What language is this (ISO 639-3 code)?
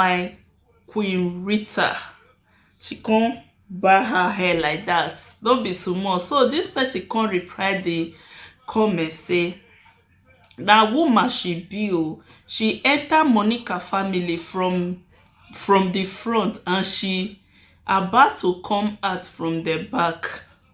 pcm